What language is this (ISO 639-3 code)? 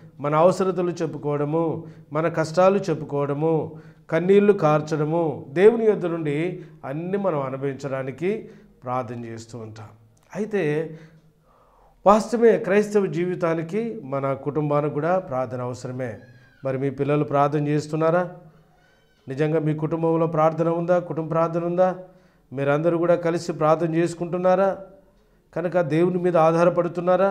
tel